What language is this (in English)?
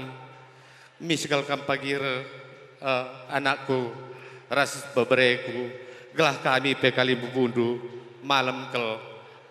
Batak Karo